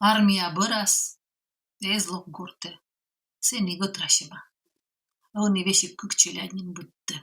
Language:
Komi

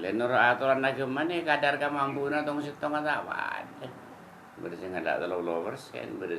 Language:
Madurese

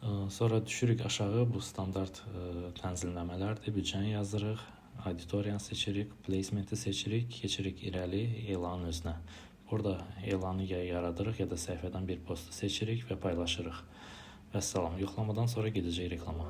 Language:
Azerbaijani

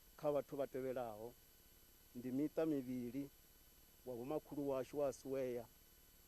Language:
Venda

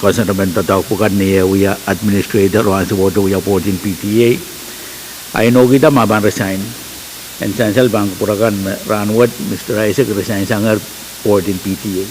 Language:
Pohnpeian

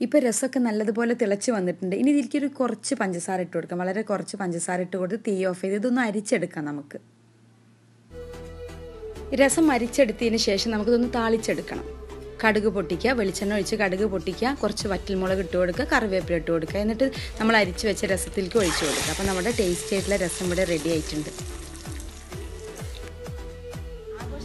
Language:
Malayalam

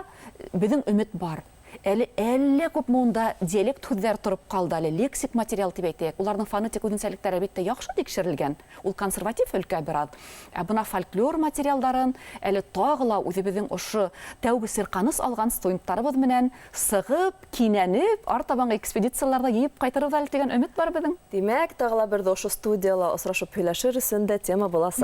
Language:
Bashkir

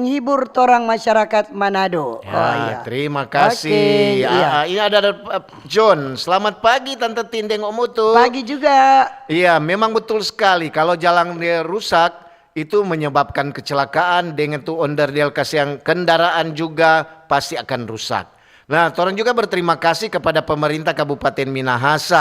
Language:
Manado Malay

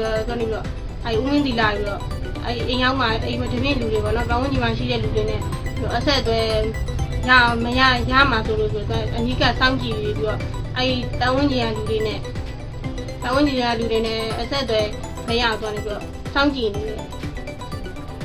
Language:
Burmese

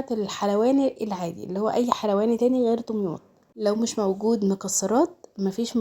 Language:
Egyptian Arabic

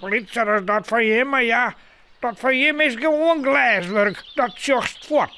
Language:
Western Frisian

